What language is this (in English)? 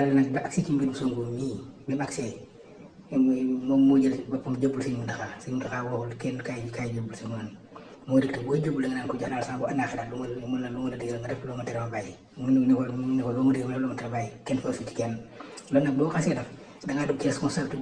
Wolof